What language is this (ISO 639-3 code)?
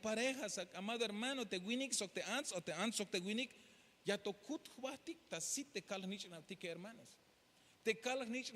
tzh